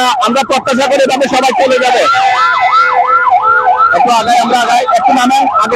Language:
Bangla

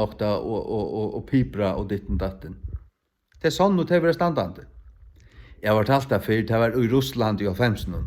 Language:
Faroese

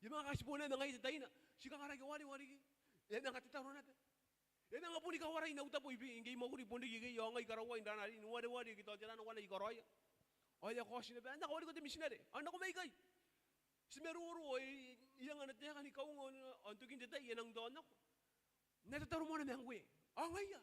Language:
Gilbertese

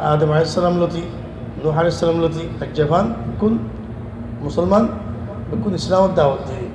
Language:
Rohingya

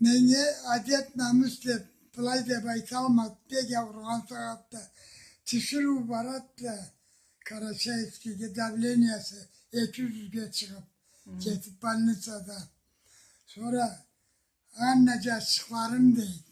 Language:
Karachay-Balkar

